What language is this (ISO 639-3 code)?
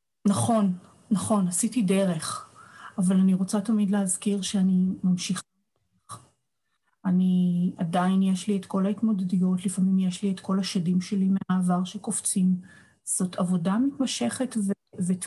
heb